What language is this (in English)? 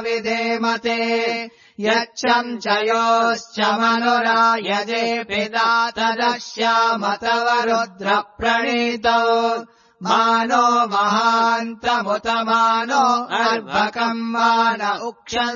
Sanskrit